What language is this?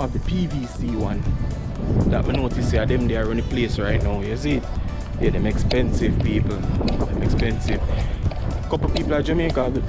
Jamaican Creole English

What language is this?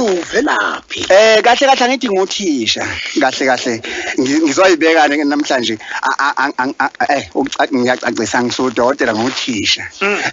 Zulu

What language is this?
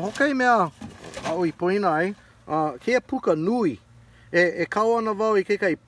Hawaiian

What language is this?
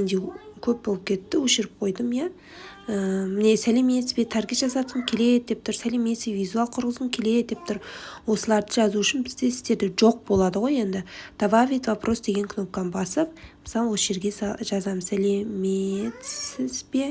Kazakh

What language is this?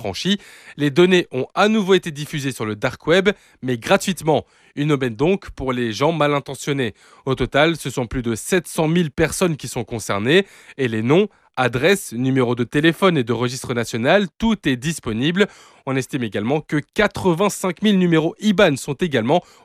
French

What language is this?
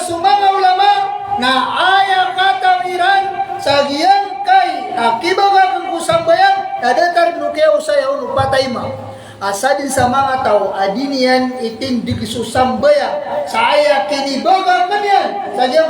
Maranao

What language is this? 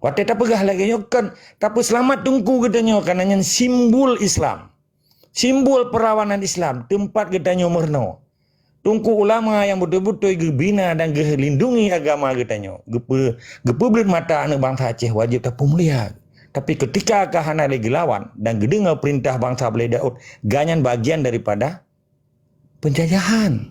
Achinese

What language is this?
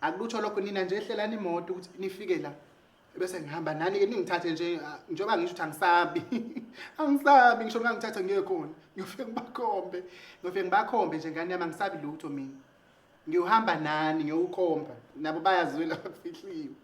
Zulu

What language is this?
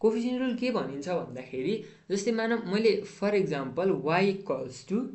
Nepali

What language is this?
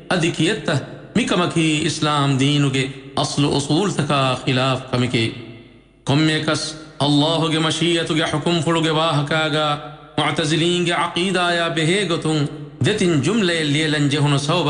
Divehi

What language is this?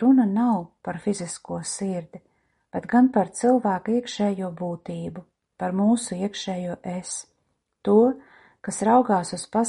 Latvian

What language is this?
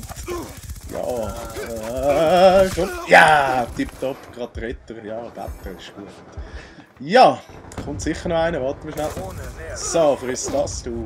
Swiss German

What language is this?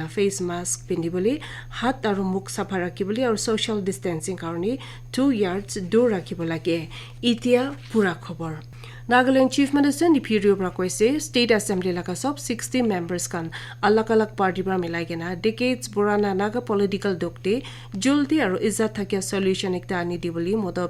Naga Pidgin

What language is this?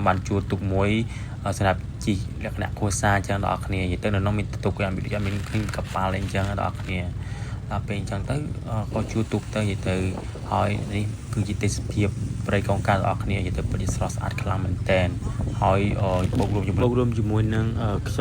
Khmer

